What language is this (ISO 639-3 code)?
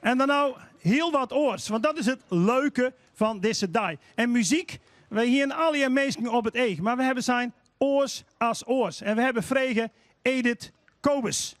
fry